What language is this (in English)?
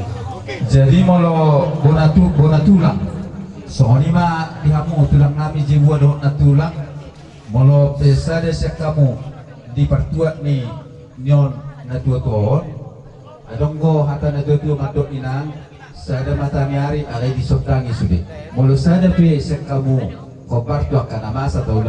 Batak Toba